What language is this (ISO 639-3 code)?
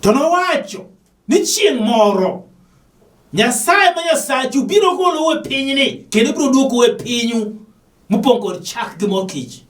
luo